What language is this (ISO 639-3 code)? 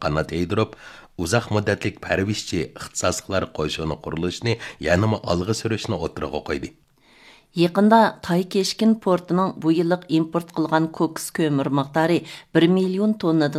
uig